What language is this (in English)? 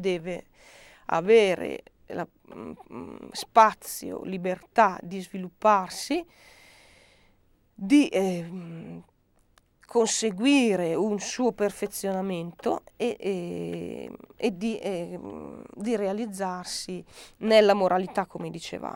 Italian